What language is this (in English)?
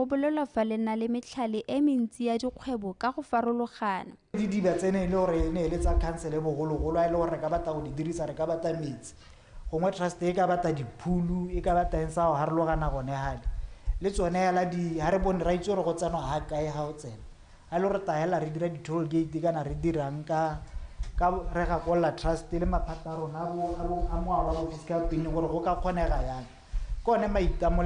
Tswana